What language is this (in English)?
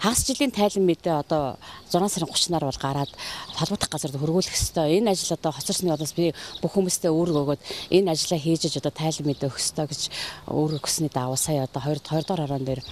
Mongolian